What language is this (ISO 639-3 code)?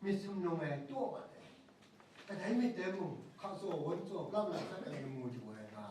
kac